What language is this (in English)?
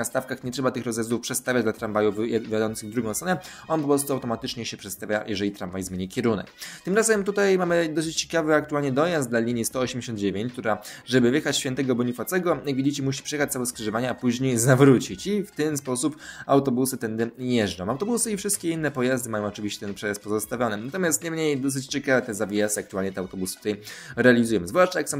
Polish